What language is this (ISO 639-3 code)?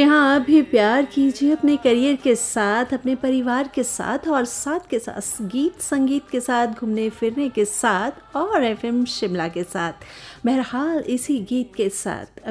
hin